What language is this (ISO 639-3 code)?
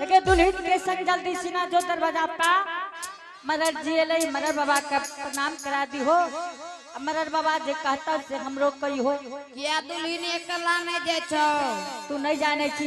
anp